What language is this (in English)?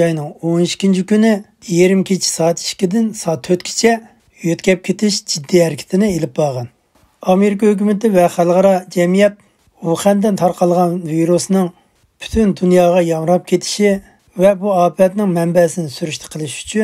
Uyghur